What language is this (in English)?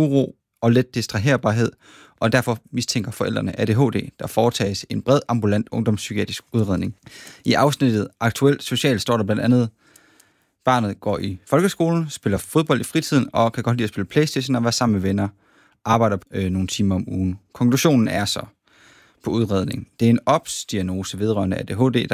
Danish